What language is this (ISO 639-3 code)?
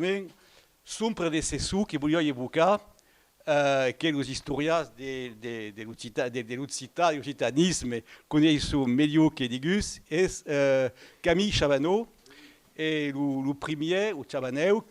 oci